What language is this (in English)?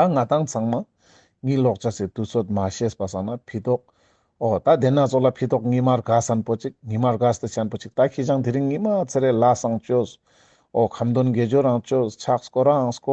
Ladakhi